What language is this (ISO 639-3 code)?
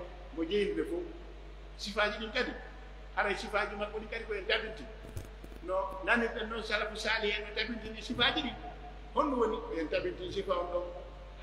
fuf